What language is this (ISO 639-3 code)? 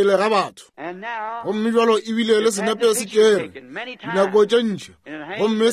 nso